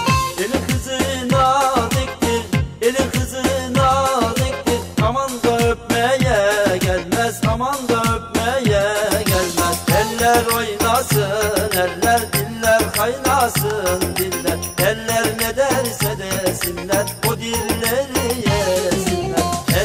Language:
Turkish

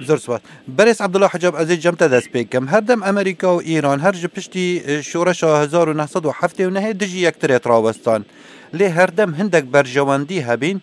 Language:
Kurdish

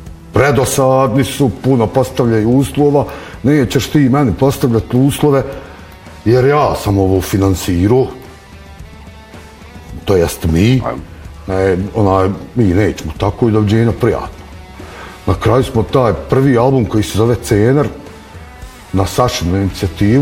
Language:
Bosnian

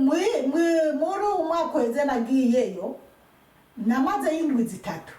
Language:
Rundi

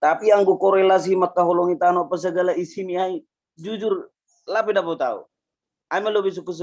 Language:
Batak Simalungun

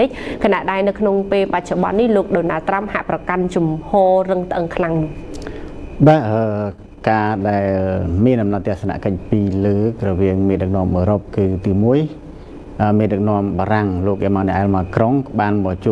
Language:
Khmer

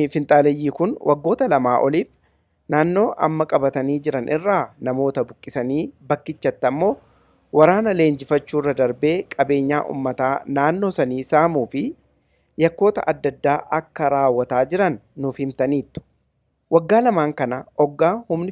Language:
Oromo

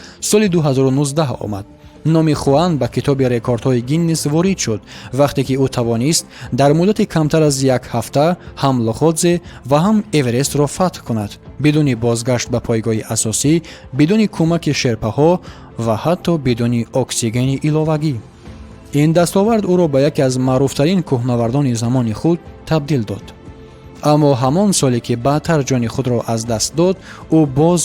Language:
Tajik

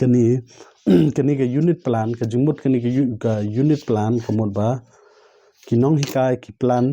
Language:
Khasi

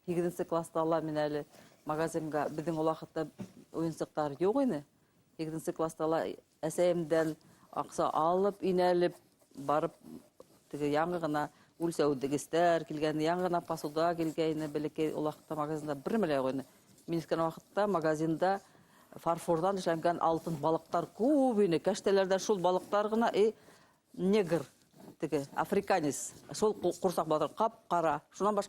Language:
Bashkir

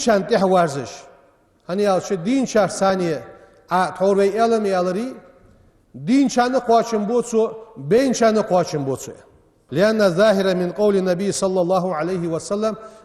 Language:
Ingush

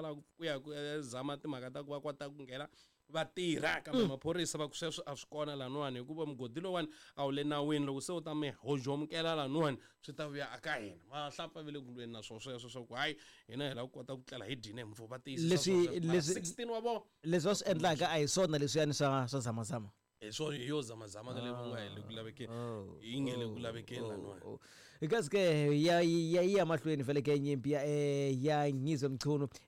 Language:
Tsonga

